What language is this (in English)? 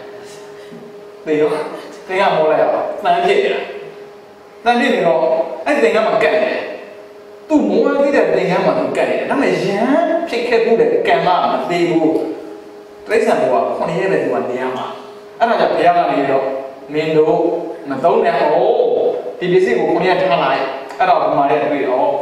Burmese